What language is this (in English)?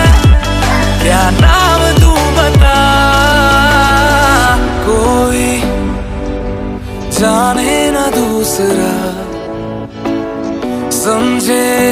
Hindi